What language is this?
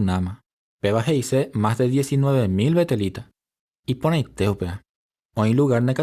Guarani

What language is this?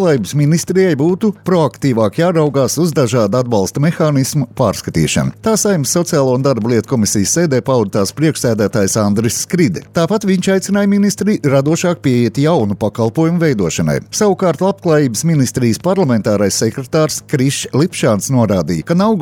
Latvian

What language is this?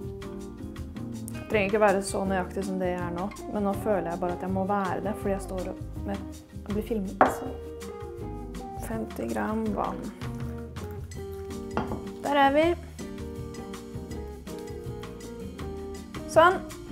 Norwegian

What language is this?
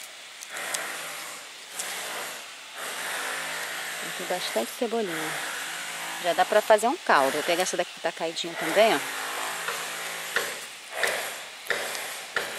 Portuguese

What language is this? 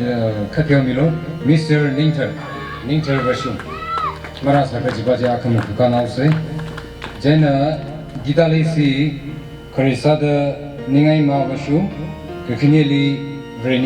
Tangkhul Naga (India)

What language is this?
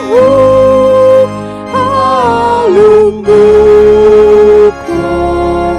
Batak Toba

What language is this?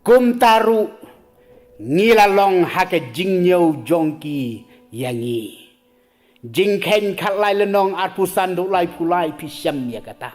Khasi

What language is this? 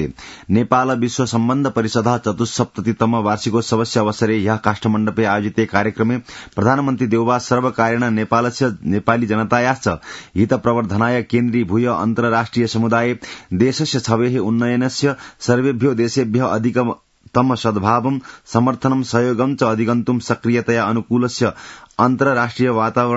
Sanskrit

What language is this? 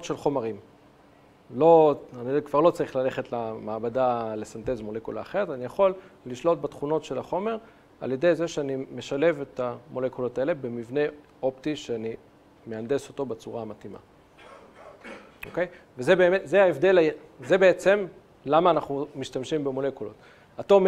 Hebrew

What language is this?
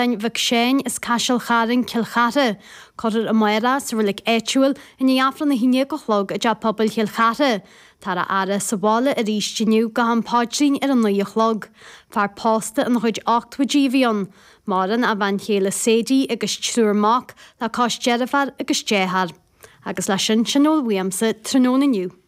Irish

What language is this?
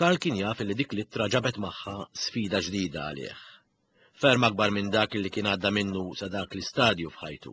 Maltese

